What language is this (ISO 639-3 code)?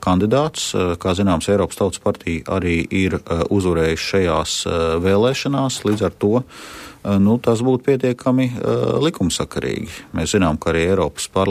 lav